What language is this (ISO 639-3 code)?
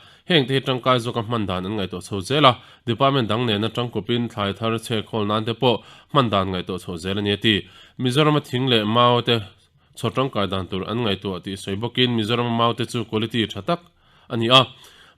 lus